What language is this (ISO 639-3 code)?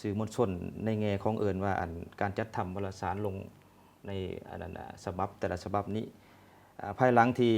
lao